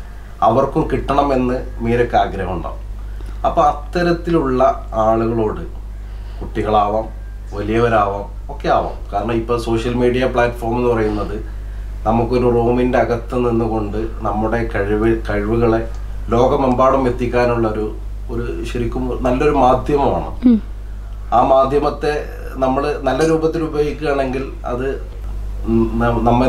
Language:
Malayalam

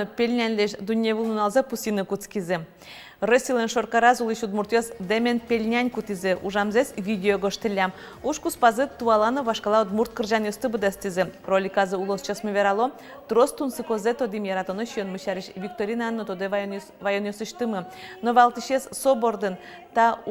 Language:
Udmurt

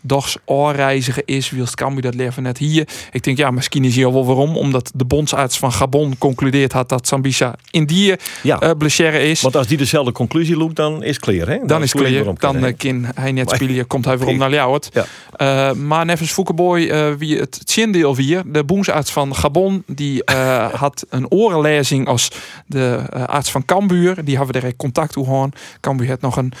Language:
Western Frisian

